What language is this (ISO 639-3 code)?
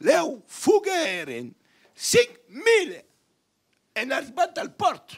oci